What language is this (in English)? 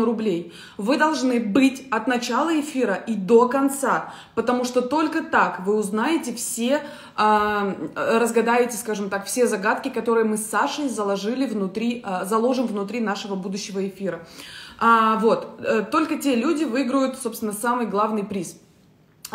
Russian